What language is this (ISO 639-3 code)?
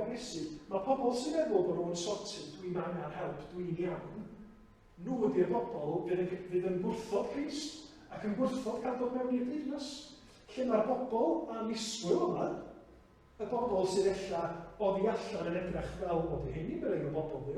cym